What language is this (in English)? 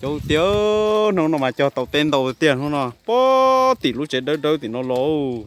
Hmong